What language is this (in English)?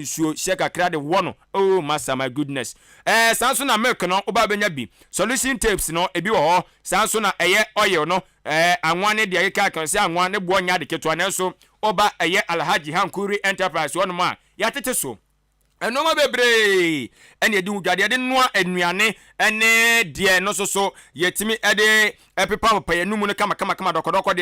Akan